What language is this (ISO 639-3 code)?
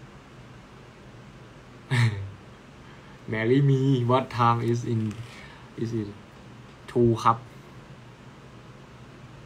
tha